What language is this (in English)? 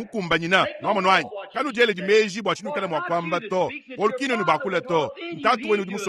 Luba-Lulua